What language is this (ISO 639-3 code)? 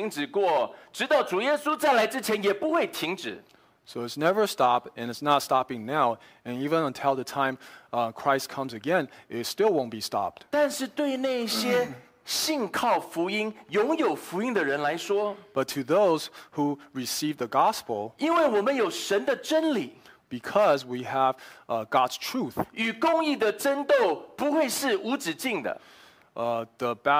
zho